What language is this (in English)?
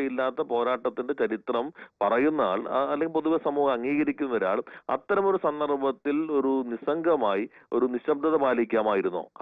Malayalam